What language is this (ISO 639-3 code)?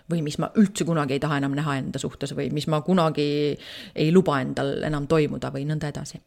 est